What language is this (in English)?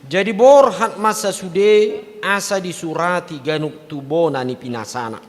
Batak Toba